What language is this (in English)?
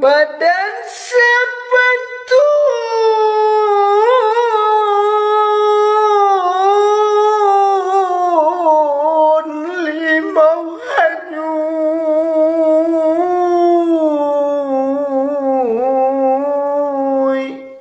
Minangkabau